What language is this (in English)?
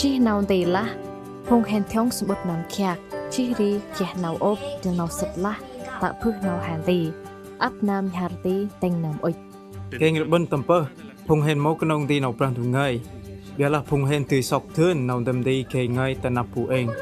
Central Mnong